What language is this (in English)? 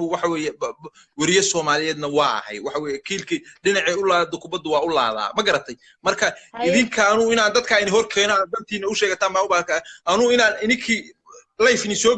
Somali